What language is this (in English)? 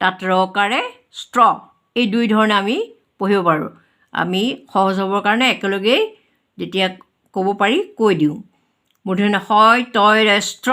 Assamese